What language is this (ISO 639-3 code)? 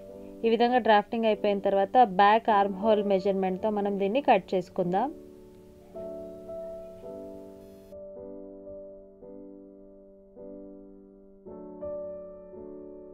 tel